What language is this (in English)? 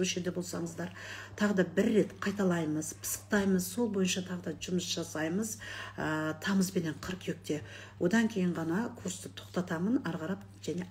Kazakh